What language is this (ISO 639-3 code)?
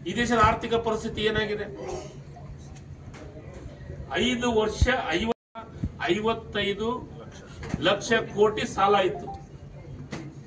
kan